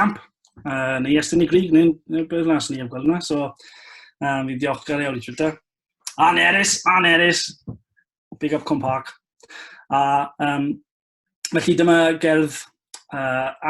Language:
Welsh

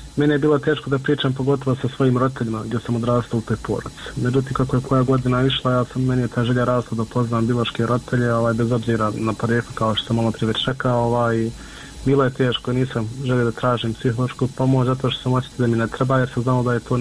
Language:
Bosnian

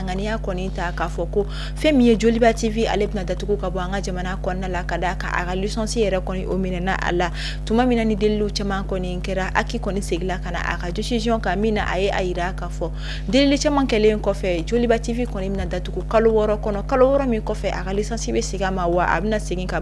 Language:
Bambara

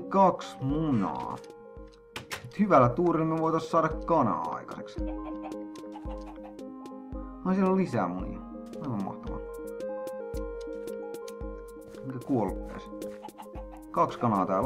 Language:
Finnish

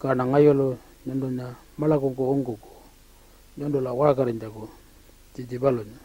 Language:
Pitjantjatjara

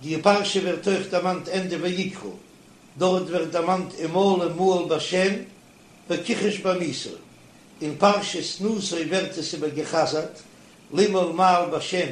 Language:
Yiddish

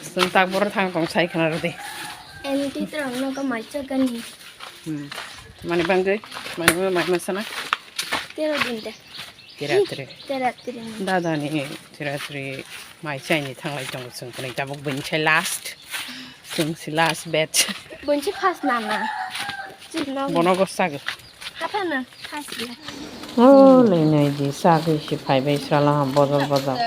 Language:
Kok Borok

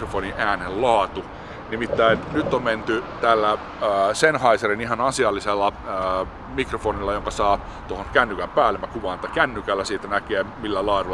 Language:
Finnish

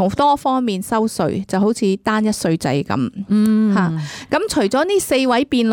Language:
Cantonese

